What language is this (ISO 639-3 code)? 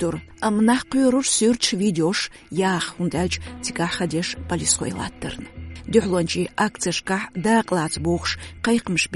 che